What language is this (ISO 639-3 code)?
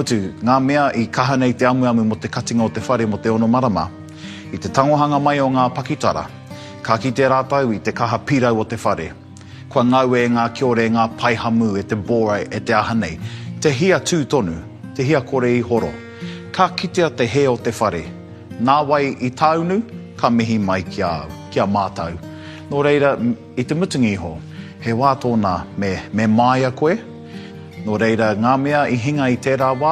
mri